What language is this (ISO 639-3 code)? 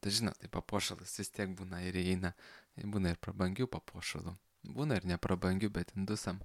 lit